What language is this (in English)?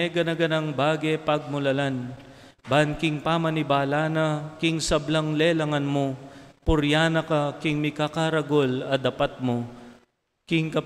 Pampanga